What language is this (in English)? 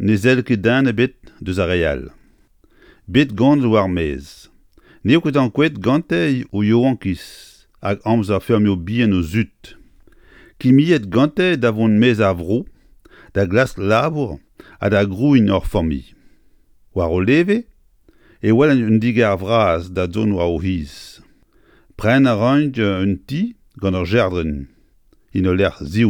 Breton